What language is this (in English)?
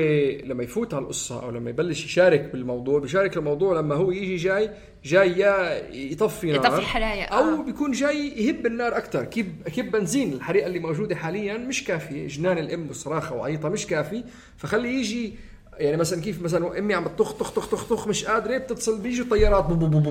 North Levantine Arabic